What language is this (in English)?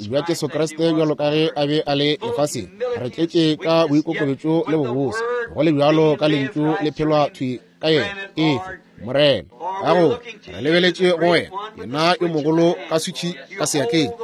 Northern Sotho